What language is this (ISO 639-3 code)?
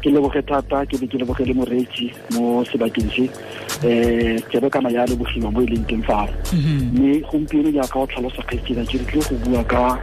tsn